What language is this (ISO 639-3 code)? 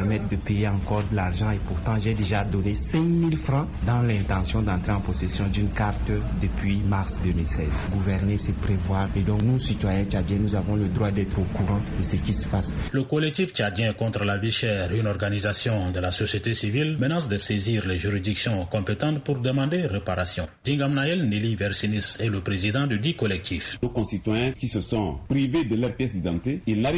fra